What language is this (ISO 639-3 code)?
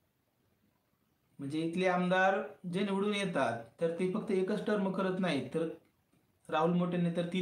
mar